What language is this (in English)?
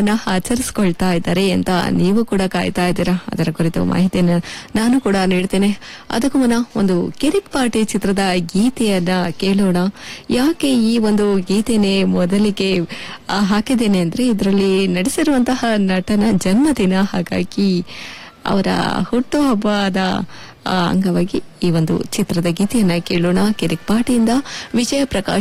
Kannada